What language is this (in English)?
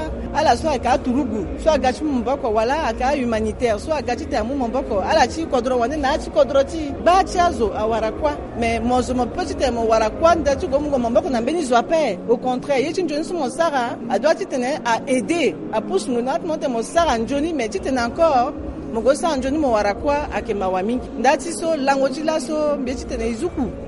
Sango